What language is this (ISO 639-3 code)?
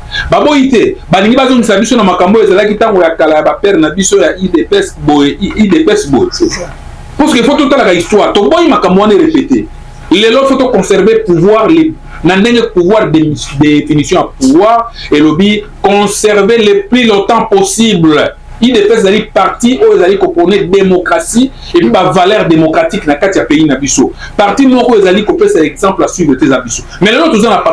lin